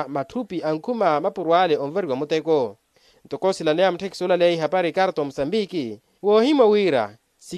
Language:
Makhuwa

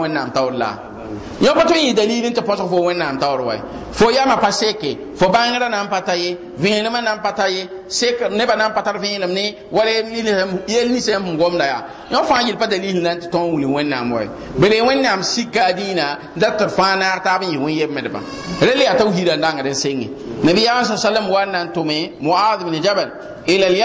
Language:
Mossi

